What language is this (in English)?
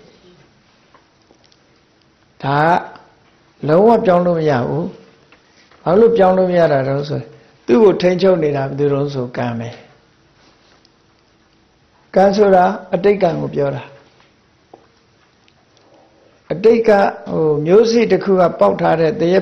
Burmese